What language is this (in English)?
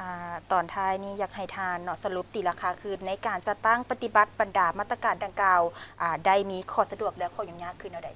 Lao